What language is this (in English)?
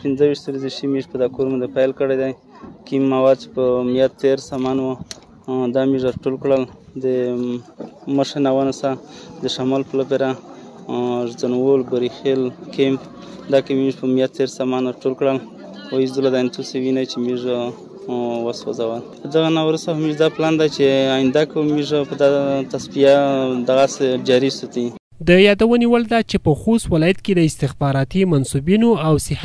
Pashto